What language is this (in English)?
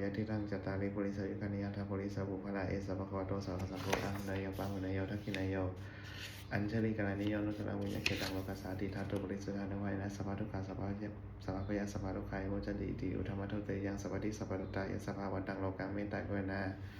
Pali